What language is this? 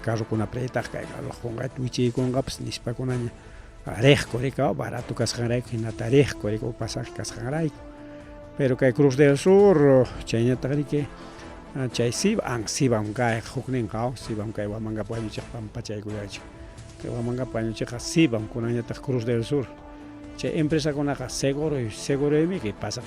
Ayacucho Quechua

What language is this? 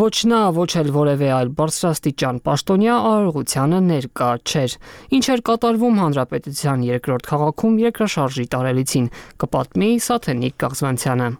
Armenian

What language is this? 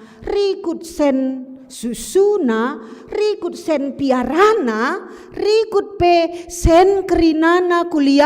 Batak Karo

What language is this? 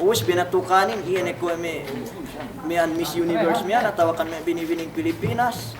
Yakan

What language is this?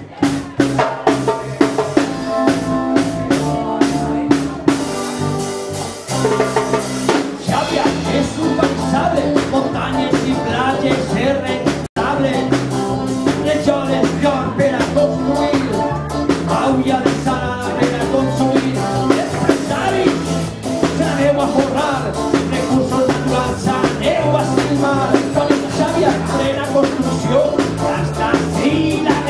Catalan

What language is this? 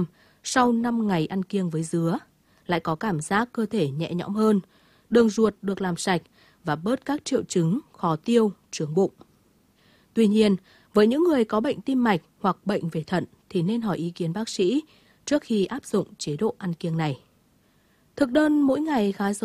Vietnamese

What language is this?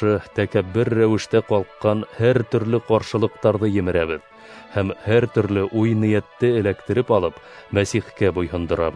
Bashkir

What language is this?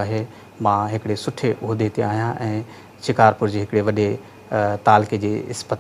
Sindhi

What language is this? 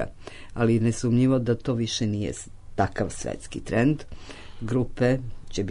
Serbian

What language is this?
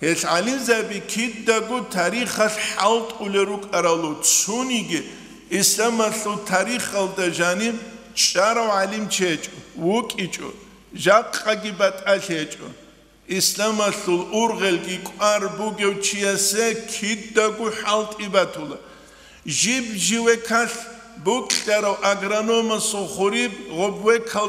Avaric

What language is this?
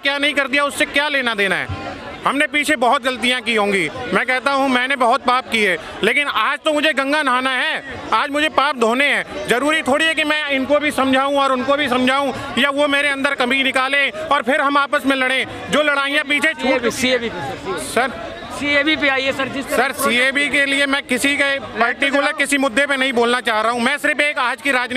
Hindi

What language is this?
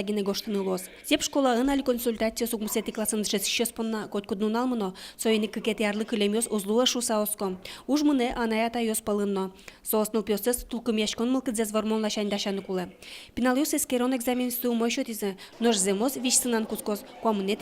Udmurt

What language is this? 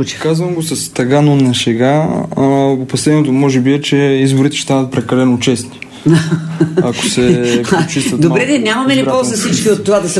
Bulgarian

